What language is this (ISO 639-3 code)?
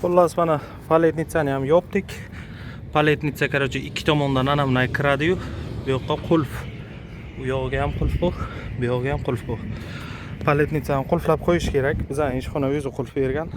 uzb